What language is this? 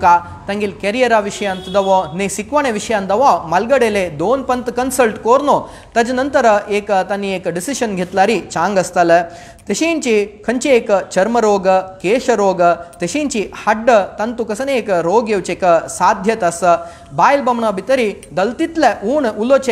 Konkani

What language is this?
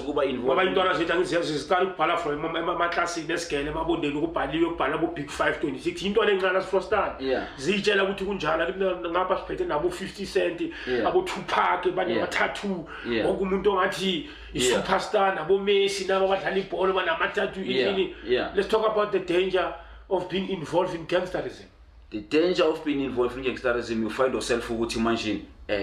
Zulu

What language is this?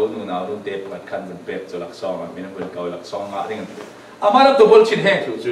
Falam Chin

